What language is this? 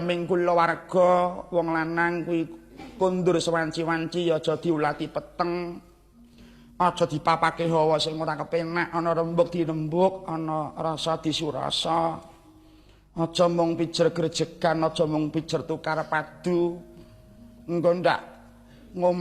Javanese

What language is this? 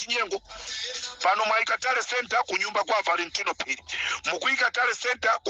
Nyanja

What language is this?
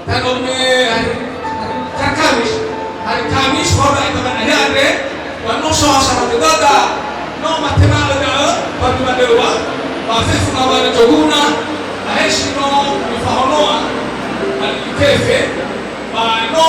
Nias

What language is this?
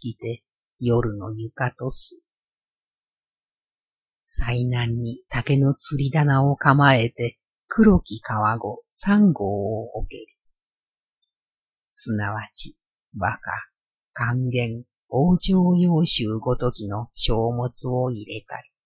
Japanese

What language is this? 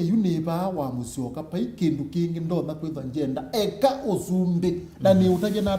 Kamba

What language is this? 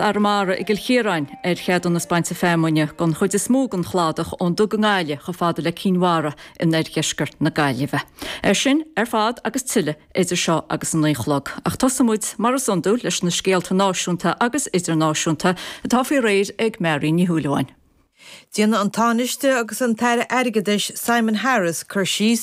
Irish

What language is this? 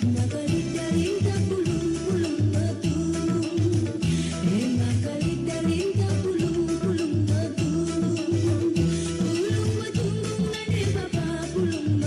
Batak Karo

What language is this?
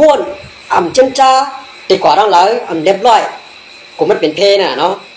Shan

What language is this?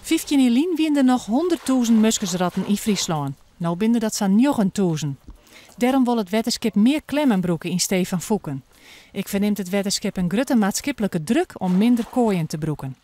Western Frisian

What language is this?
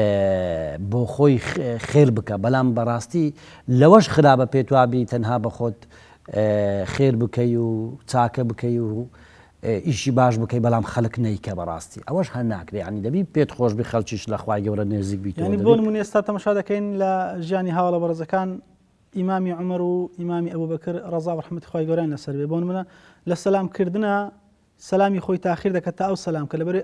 Central Kurdish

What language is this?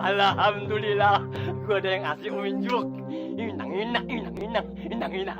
Betawi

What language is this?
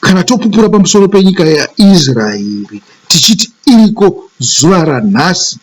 Shona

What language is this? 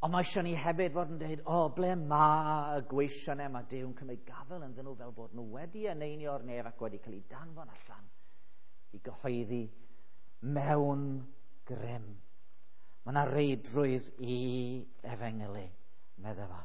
Welsh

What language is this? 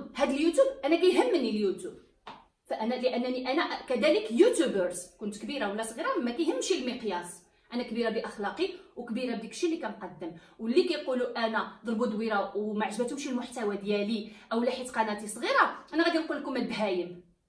Moroccan Arabic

